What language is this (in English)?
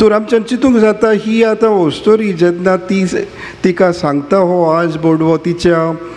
Konkani